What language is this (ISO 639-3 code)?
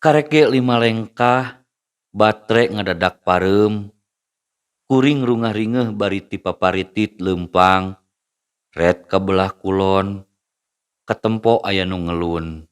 sun